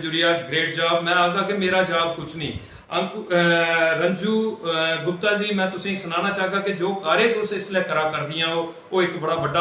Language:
Dogri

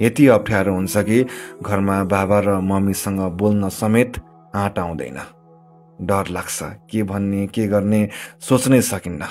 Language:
Nepali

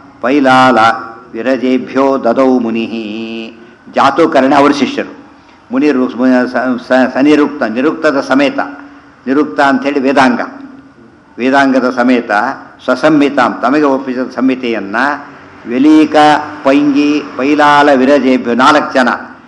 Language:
Kannada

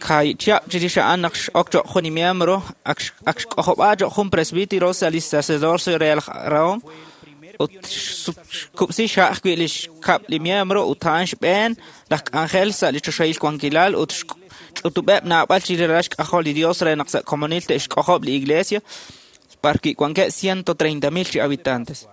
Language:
Kekchí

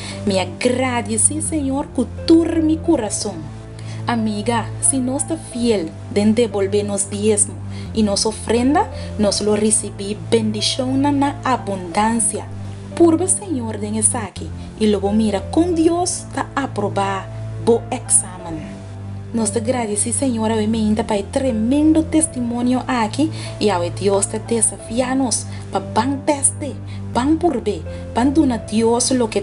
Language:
Papiamento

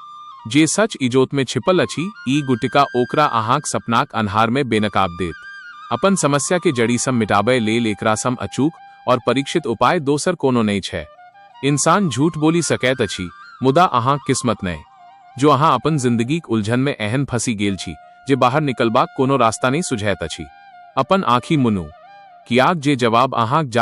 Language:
Maithili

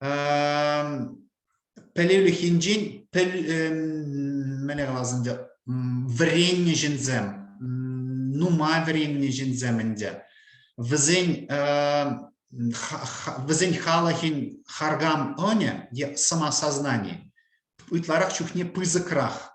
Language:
Chuvash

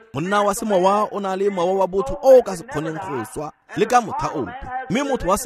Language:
Tswana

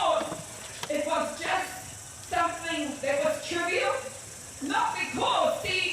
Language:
Māori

